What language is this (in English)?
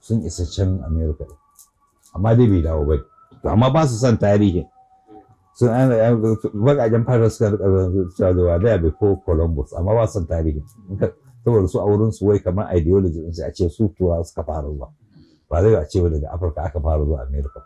Hausa